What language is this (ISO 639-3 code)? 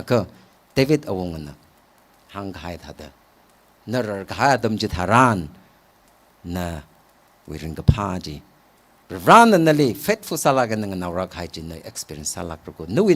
nmf